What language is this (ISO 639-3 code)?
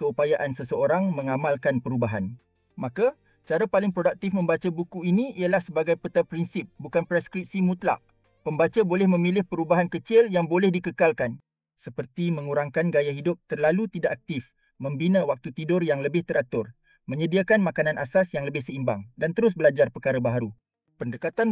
msa